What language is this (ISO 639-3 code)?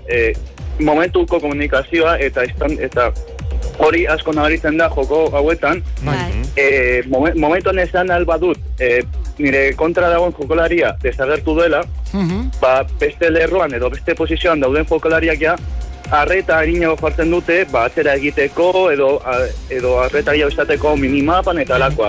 eus